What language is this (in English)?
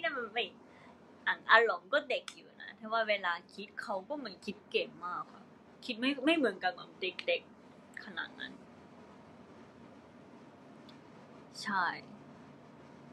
Thai